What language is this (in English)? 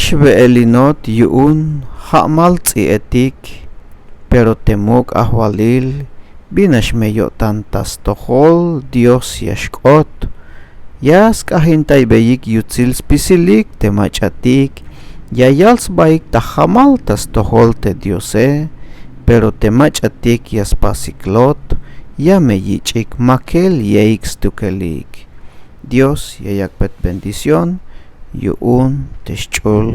Tzeltal